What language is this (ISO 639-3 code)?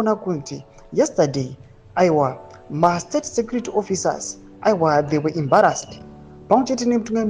sna